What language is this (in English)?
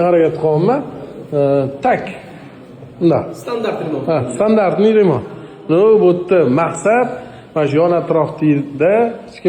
Uzbek